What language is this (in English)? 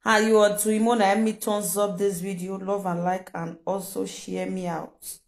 Nigerian Pidgin